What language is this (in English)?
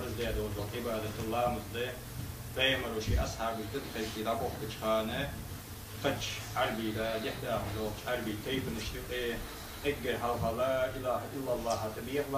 Ingush